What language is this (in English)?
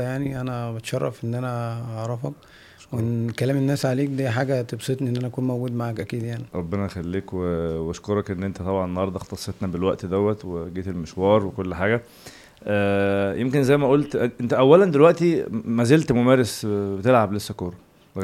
Egyptian Arabic